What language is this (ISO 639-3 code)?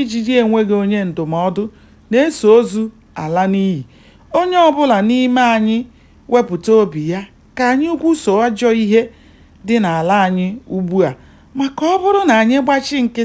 ibo